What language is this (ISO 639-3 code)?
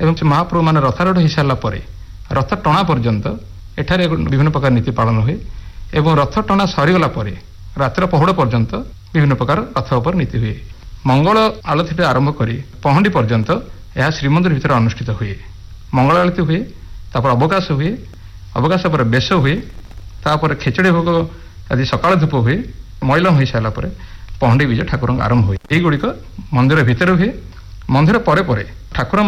ori